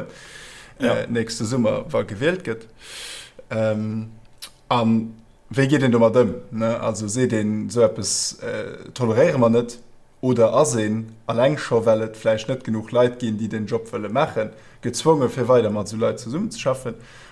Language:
Luxembourgish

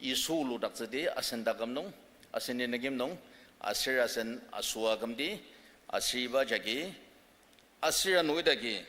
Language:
Ao Naga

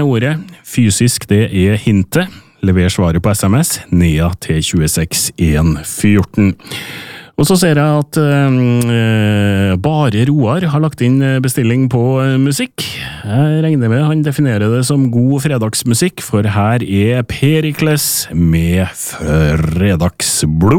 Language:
Norwegian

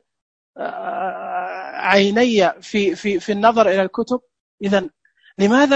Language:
Najdi Arabic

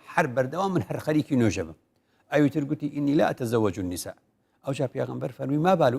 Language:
Central Kurdish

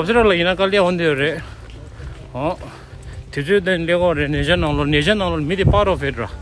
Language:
Tibetan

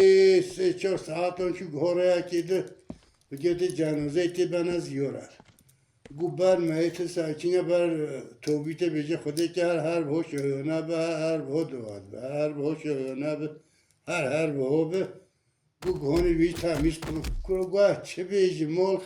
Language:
Kurdish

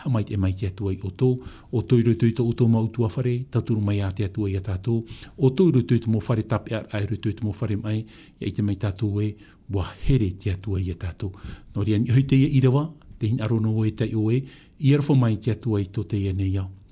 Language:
Tahitian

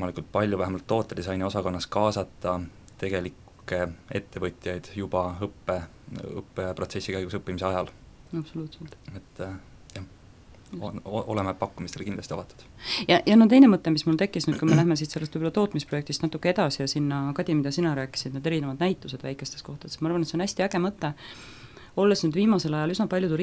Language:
Estonian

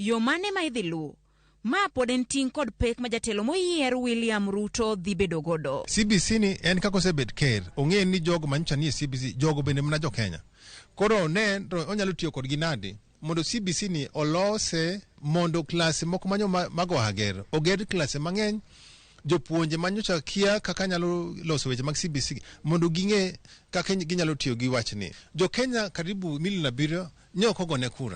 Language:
Luo (Kenya and Tanzania)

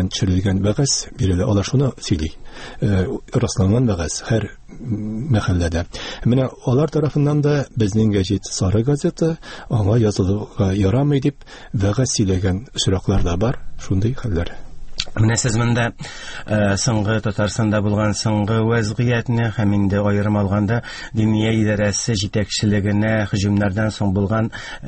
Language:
Tatar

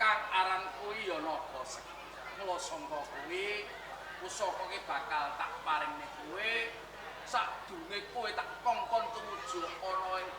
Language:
Javanese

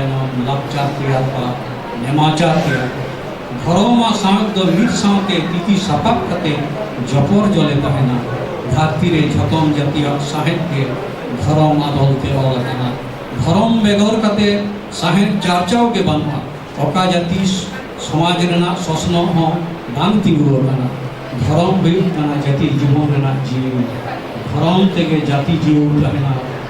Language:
Santali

